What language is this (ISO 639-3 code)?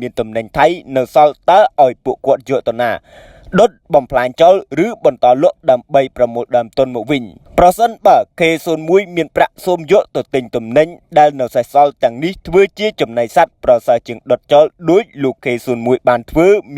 khm